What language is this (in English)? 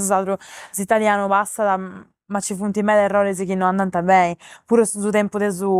Sardinian